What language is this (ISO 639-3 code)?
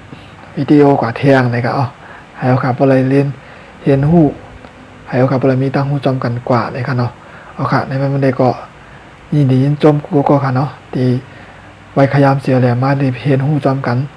shn